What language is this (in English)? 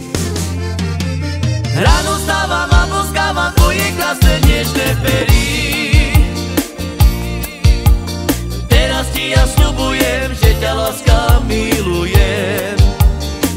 Slovak